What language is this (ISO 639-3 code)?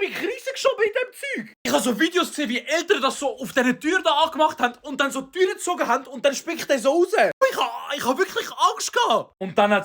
gsw